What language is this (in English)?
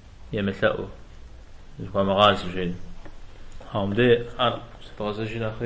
Kabardian